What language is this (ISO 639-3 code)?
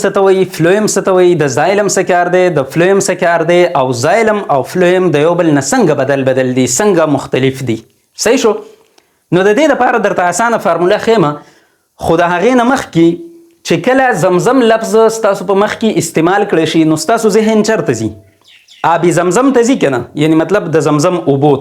pus